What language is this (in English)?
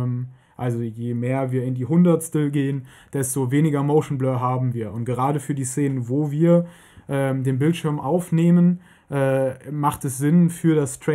German